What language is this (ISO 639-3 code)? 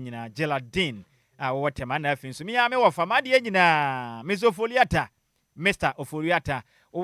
aka